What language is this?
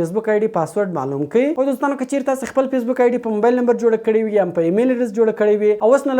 Pashto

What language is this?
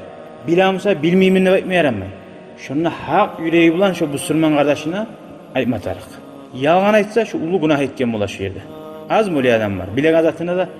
Kumyk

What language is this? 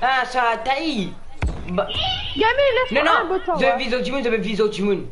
Morisyen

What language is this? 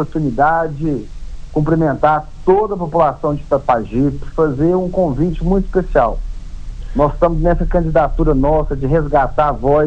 Portuguese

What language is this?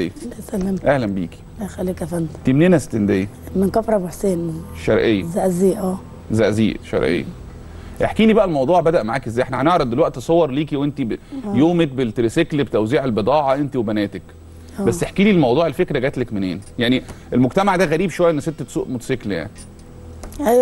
Egyptian Arabic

